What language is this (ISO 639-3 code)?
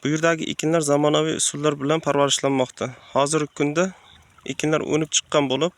uzb